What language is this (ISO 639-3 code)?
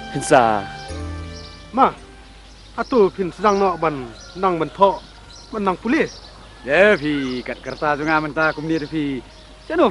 kha